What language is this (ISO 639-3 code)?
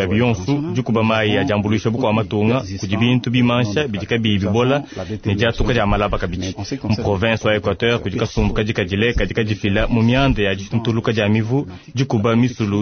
lua